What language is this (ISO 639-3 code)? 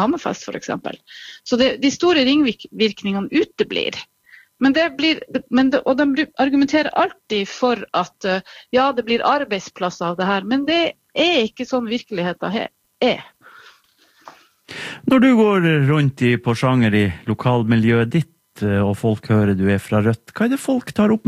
nor